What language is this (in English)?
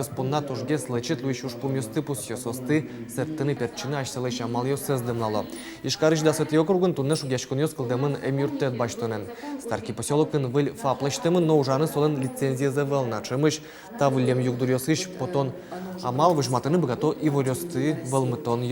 Udmurt